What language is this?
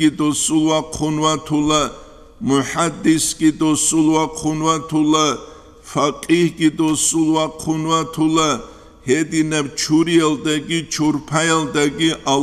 Avaric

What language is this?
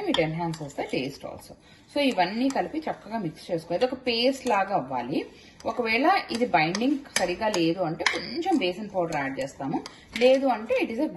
Telugu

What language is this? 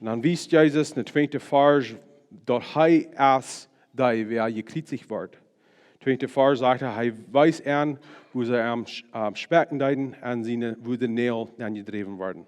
Plautdietsch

